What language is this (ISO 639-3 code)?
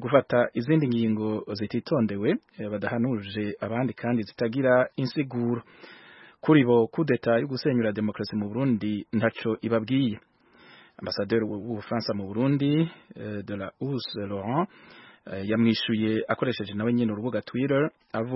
run